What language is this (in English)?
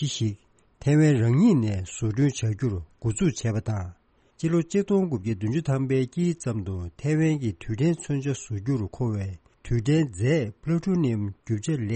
Tibetan